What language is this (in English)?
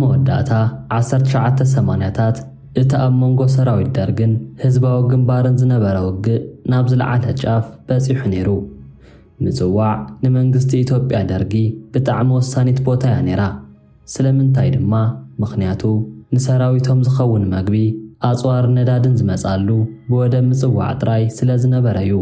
Tigrinya